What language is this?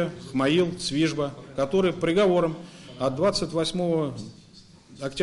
Abkhazian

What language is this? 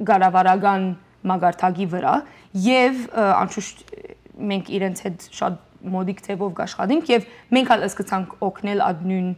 Western Armenian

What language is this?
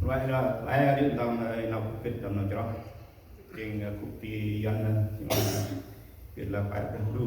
Central Mnong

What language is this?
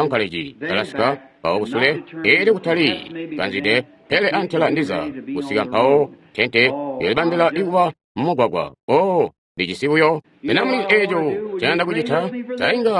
Tonga (Zambia)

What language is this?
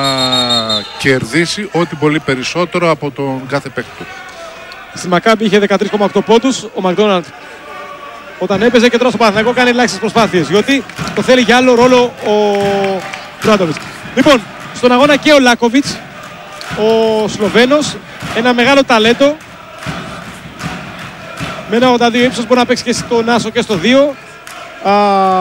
Greek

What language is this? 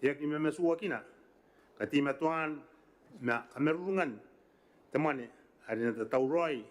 Gilbertese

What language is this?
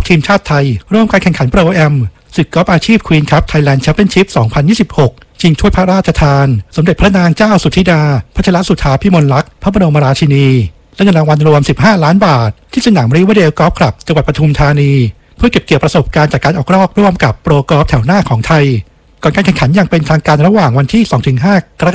Thai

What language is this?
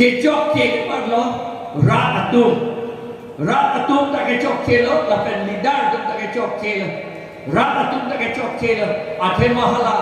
Karbi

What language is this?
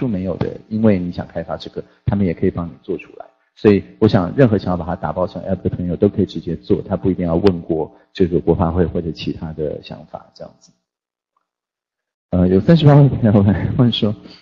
Chinese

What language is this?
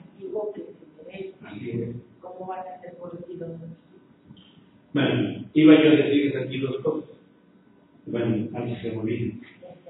Spanish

